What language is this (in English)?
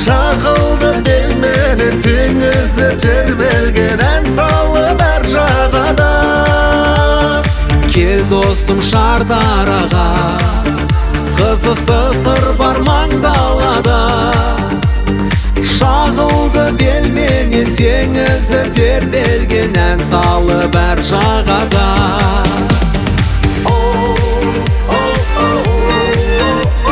Kazakh